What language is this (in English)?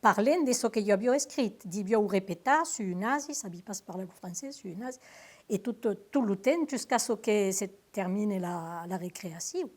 Occitan